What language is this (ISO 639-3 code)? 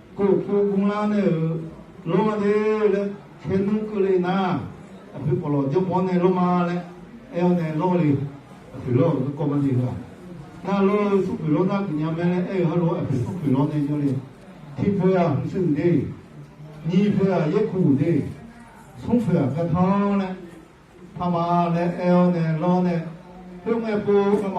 ahk